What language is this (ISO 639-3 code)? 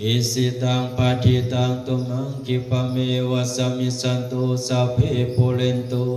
pli